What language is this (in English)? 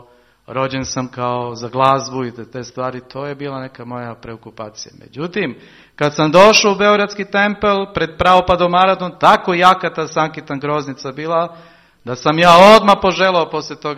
Serbian